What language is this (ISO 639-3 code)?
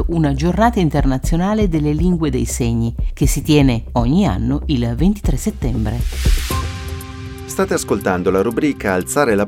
ita